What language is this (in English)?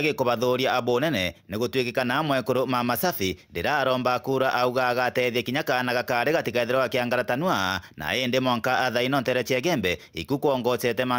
Meru